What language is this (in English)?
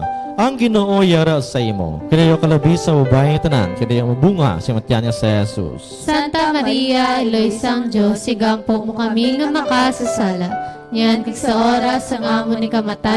Hiligaynon